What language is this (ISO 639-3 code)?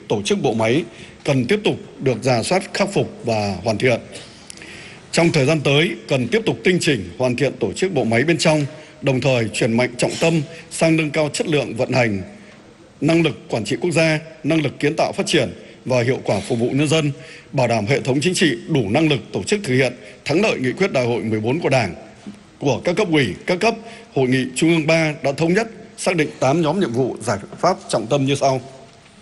vie